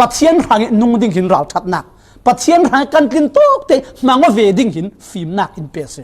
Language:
Falam Chin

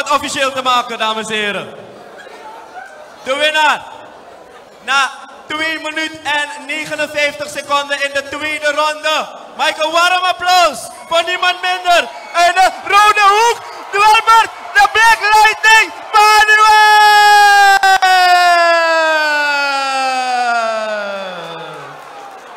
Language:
Dutch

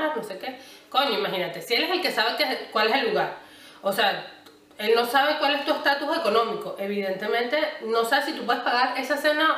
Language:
Spanish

